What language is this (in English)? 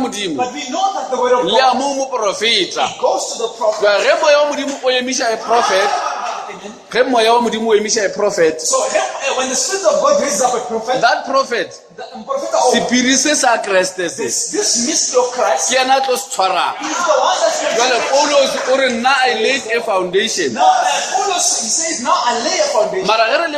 Northern Sotho